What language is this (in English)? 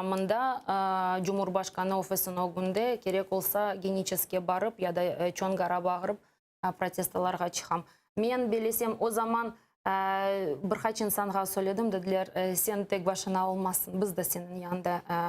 Crimean Tatar